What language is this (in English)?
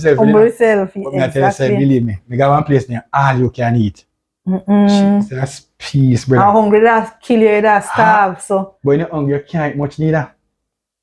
Jamaican Creole English